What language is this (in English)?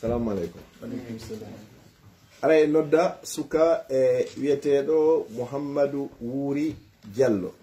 Pular